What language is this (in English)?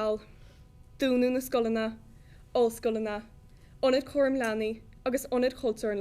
Irish